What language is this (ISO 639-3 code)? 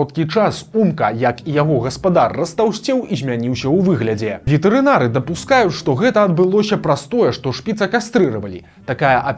bel